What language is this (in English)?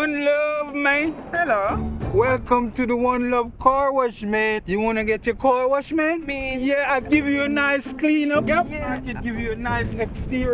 Jamaican Creole English